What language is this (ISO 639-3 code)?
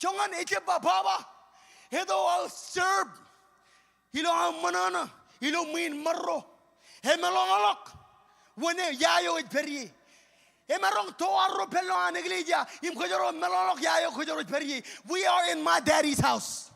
mah